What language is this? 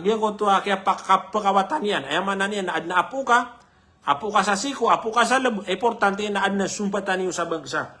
Maranao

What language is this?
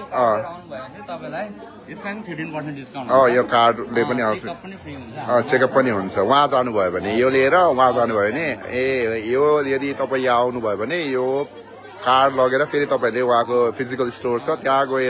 Nepali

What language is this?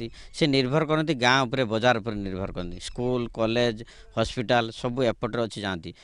Odia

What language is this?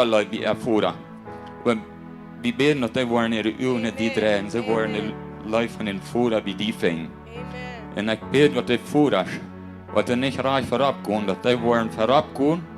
Plautdietsch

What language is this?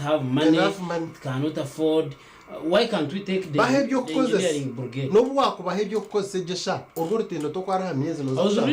Nyankole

